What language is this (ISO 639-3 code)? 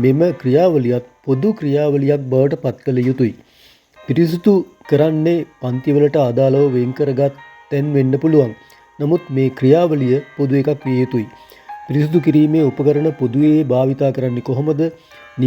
sin